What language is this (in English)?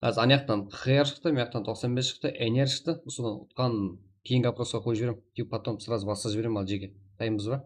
Kara-Kalpak